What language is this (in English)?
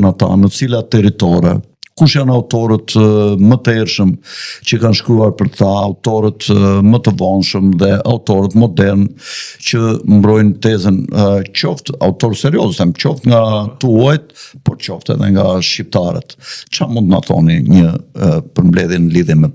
Albanian